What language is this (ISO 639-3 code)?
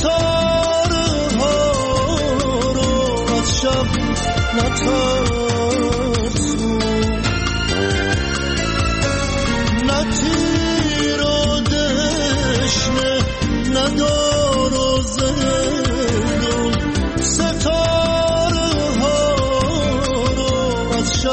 fas